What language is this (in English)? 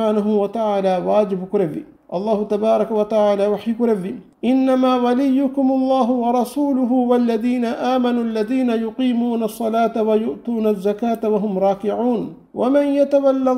Divehi